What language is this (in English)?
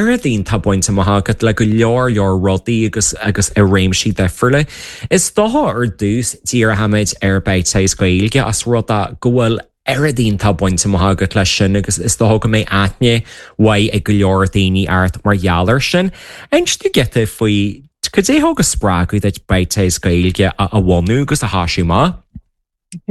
Irish